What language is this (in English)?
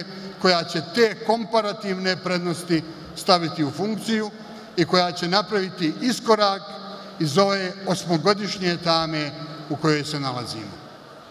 Bosnian